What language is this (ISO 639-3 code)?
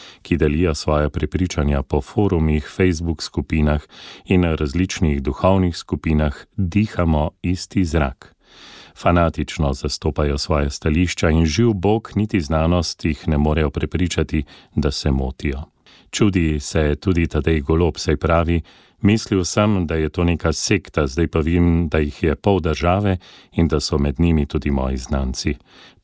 slv